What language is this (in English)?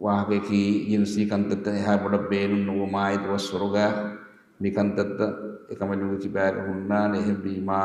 Divehi